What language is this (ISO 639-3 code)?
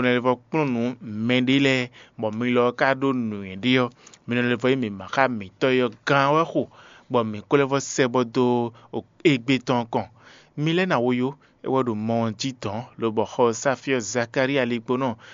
fon